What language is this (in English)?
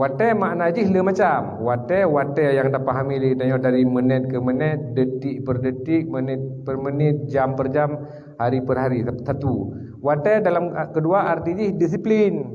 Achinese